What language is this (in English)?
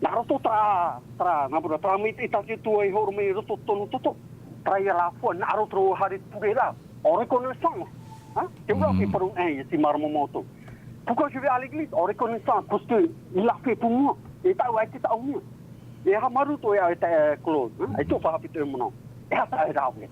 Tahitian